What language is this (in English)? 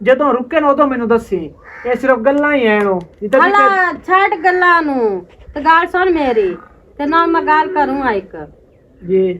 Western Panjabi